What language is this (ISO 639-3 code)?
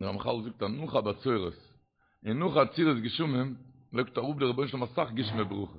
yid